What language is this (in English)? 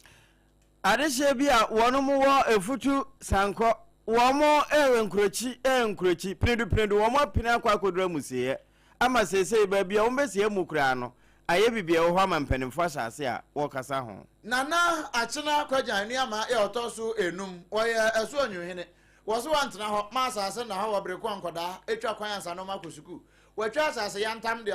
Akan